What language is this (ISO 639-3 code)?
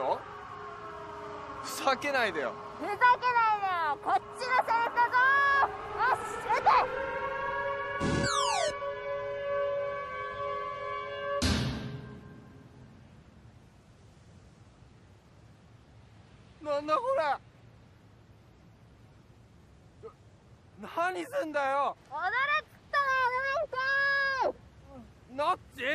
jpn